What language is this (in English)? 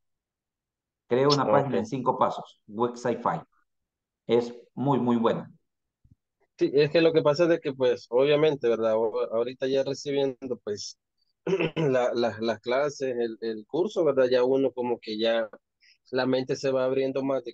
Spanish